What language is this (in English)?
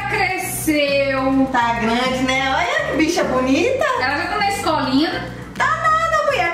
Portuguese